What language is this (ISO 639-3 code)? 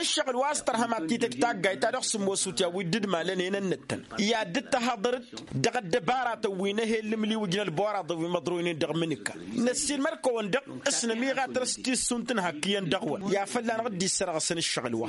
taq